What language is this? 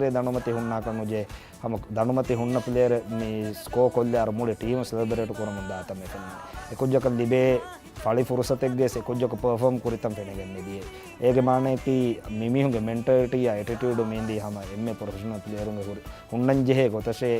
Divehi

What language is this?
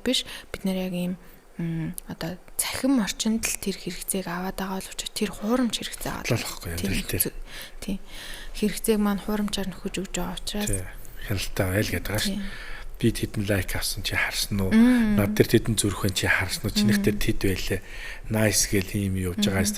Mongolian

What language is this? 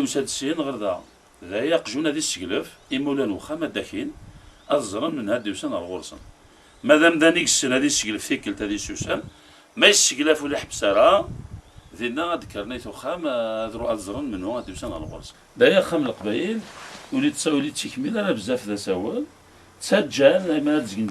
Kabyle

